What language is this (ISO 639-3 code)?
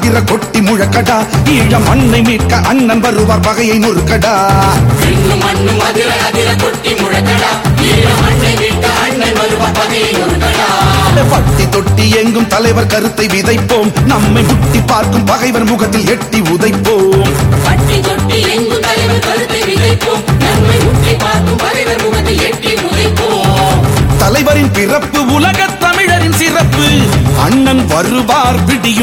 tam